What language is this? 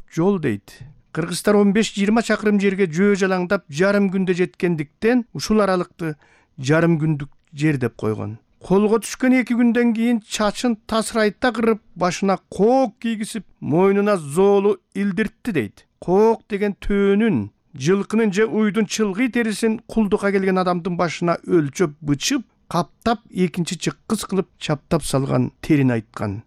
Kyrgyz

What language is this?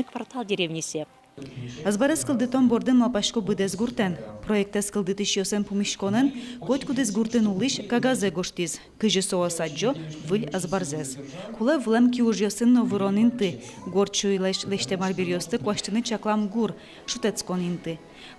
Udmurt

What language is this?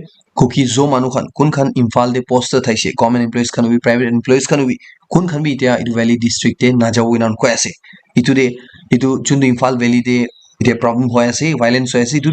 Naga Pidgin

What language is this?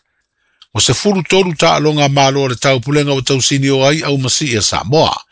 Samoan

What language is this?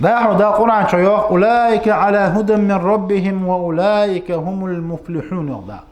Ingush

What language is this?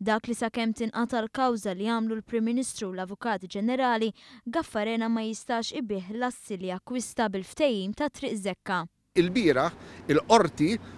Maltese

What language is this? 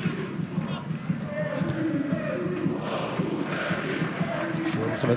Norwegian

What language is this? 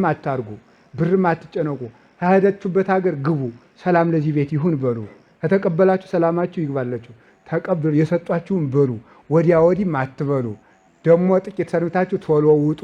Amharic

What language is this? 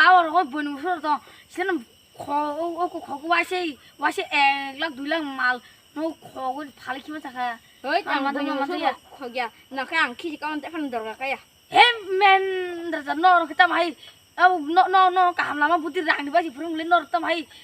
Kok Borok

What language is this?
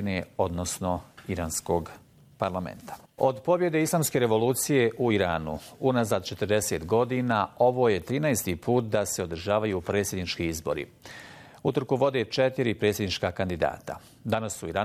Bosnian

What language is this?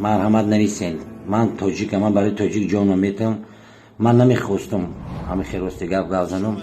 Tajik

